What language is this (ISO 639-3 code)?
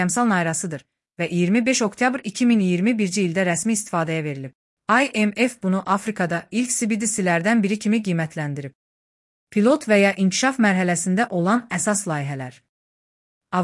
aze